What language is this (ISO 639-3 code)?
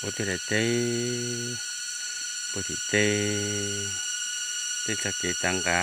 hmn